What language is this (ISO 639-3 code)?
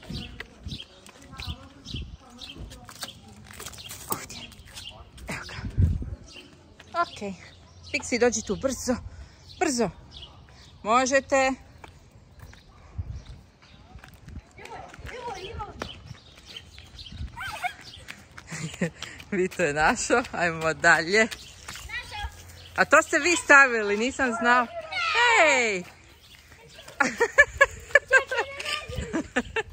hrv